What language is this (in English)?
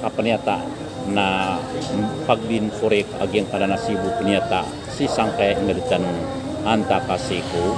Maranao